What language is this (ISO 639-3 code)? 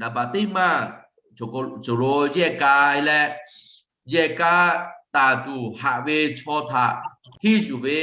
lhu